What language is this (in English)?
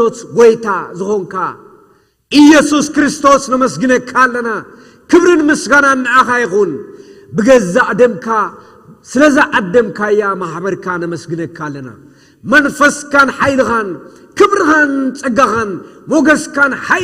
Tigrinya